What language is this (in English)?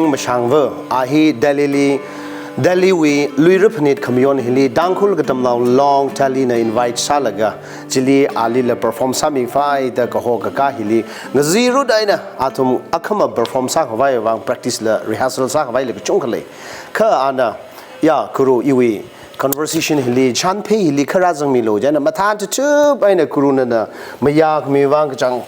Tangkhul Naga (India)